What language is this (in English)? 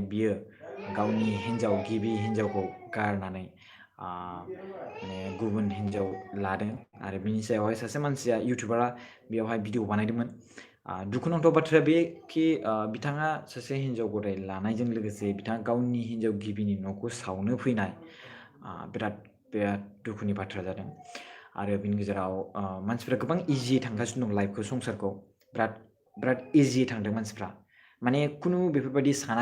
Bodo